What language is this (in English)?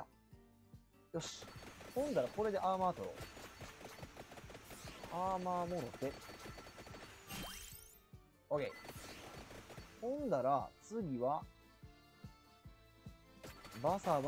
Japanese